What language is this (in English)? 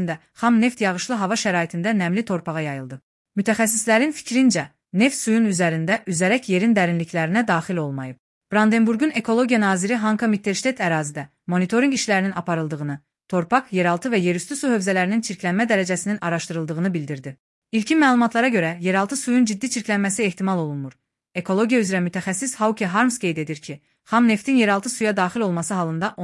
Azerbaijani